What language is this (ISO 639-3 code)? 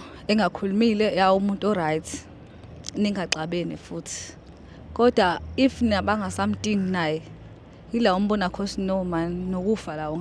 zul